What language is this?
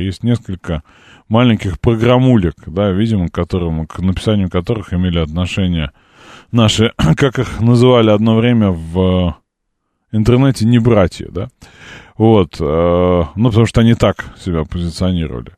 Russian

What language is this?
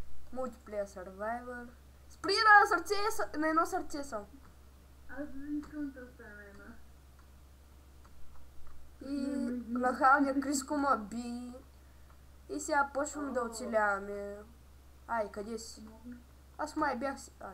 Bulgarian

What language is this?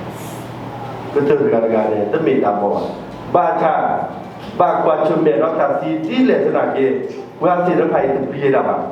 S'gaw Karen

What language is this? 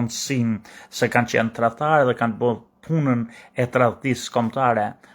Albanian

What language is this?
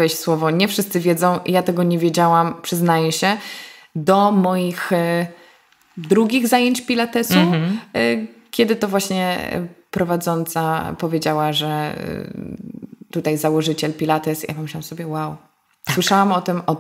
Polish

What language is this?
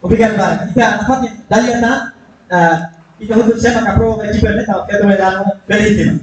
Tetum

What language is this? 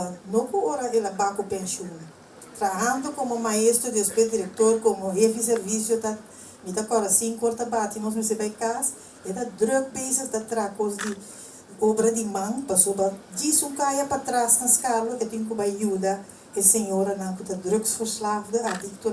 Papiamento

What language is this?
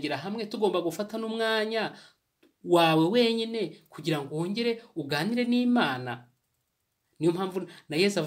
Kinyarwanda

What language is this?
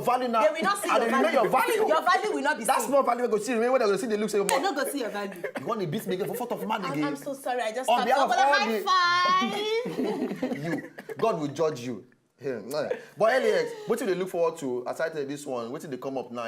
Nigerian Pidgin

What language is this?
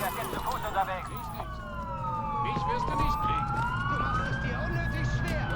Bavarian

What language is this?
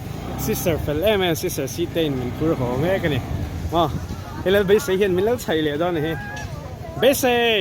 Mizo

